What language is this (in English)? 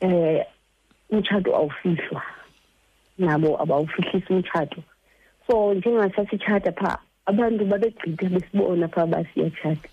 Xhosa